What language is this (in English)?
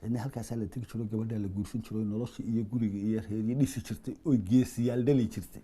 Somali